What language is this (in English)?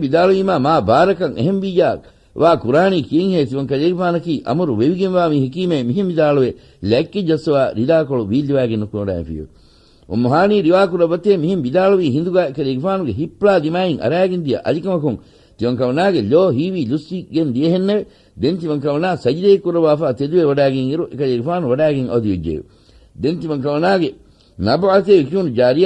Divehi